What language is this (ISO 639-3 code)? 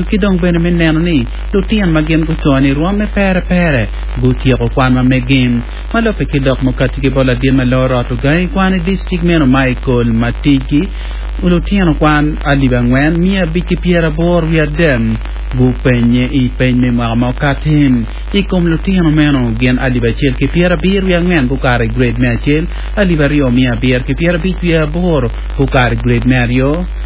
ach